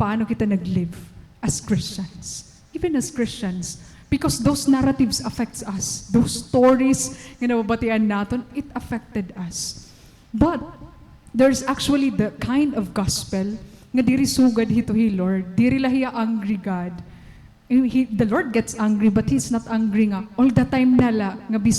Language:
Waray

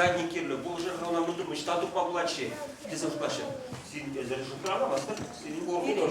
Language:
Chuvash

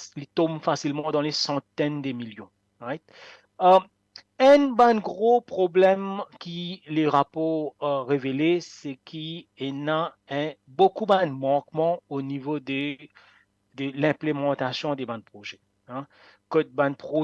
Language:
Morisyen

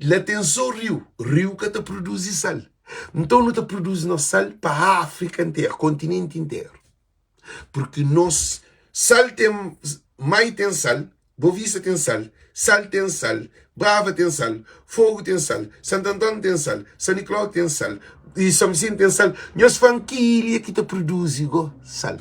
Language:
Kabuverdianu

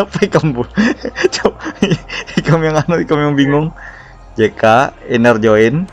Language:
Banjar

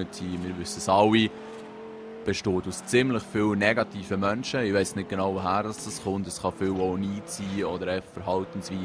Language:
Swiss German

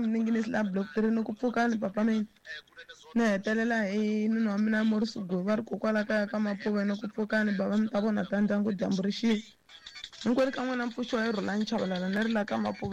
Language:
Tsonga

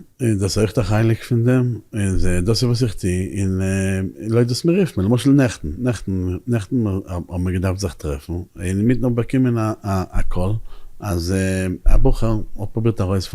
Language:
Yiddish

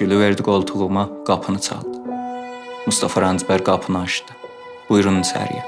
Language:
South Azerbaijani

